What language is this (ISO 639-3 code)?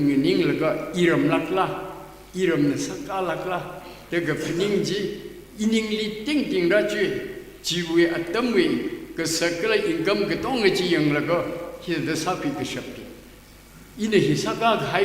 nmf